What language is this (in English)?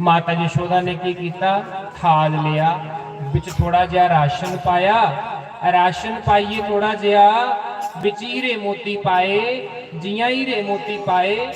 Dogri